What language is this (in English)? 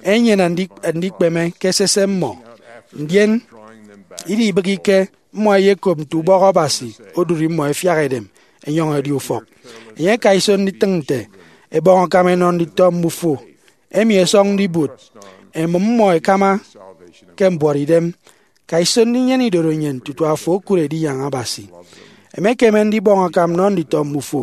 Efik